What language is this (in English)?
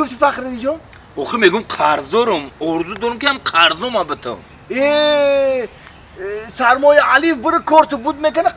Tajik